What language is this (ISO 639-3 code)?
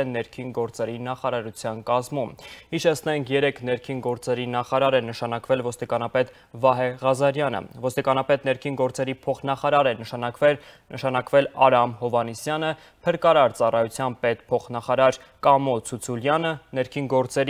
hye